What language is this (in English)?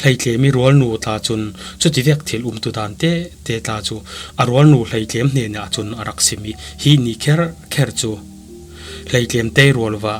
Falam Chin